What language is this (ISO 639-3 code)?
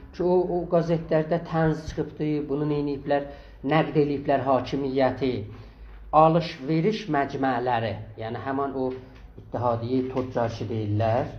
azb